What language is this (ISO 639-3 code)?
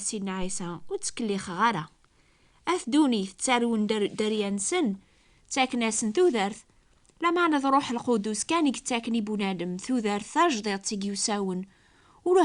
kab